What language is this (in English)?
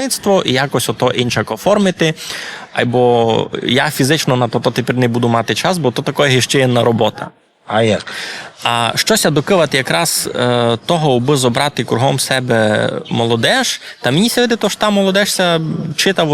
Rusyn